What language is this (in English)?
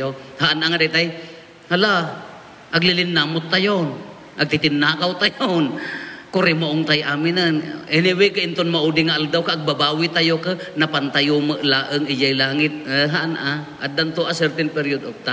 Iloko